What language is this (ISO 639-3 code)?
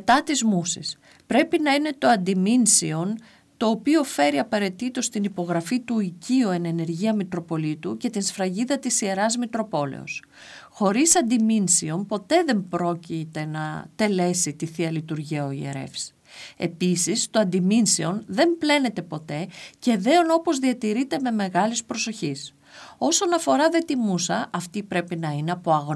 ell